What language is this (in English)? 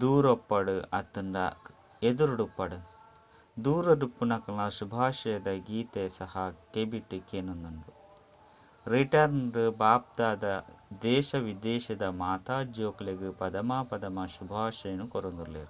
Tulu